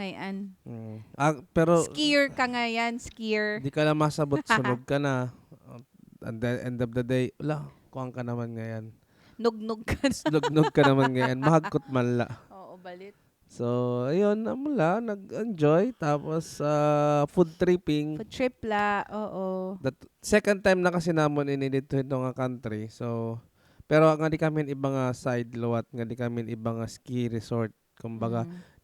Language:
Waray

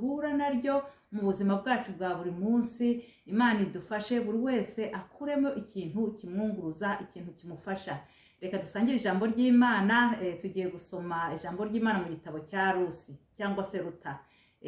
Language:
Kinyarwanda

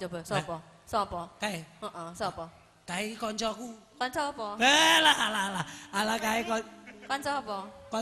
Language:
Javanese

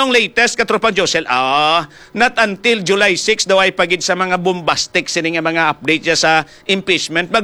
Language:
Hiligaynon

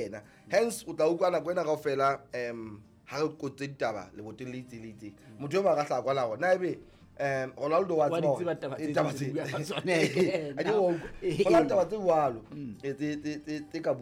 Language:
Southern Sotho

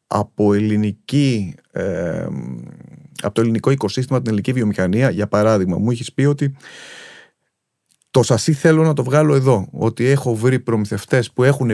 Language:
Greek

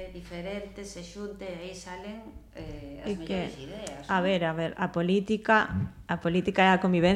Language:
Galician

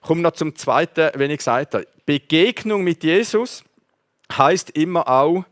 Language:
Swiss German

